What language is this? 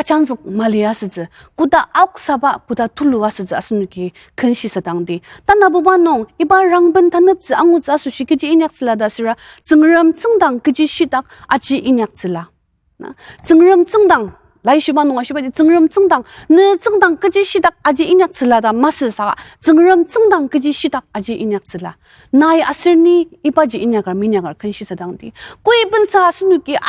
Ao Naga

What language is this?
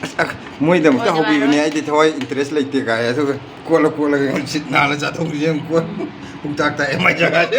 Manipuri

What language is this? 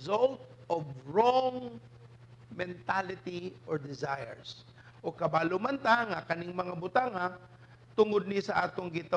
Cebuano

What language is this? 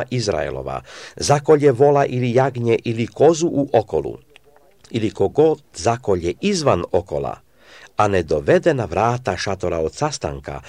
Serbian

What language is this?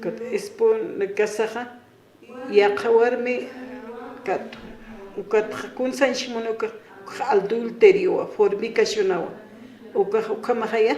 Aymara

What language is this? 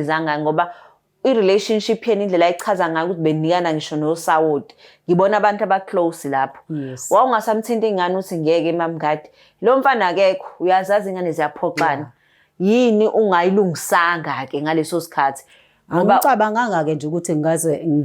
Zulu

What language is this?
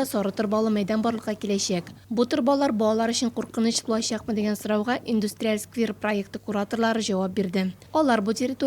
Tatar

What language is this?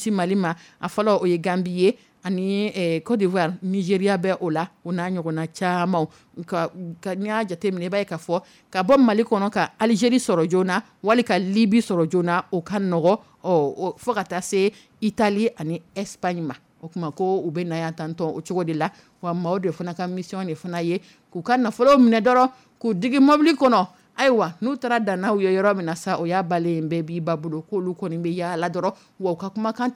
Dyula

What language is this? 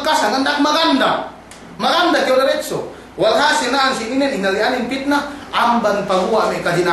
Yakan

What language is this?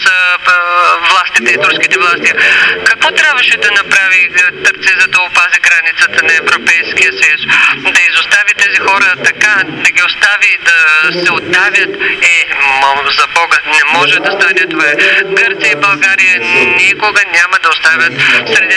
Bulgarian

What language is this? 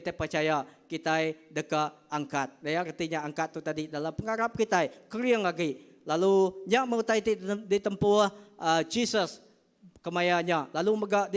Iban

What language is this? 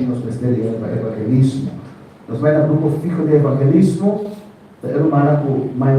Papiamento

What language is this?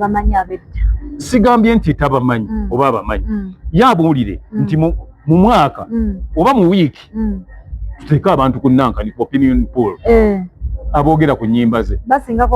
Ganda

